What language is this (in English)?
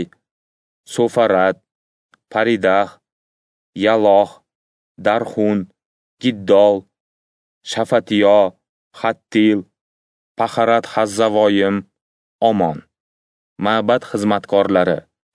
Uzbek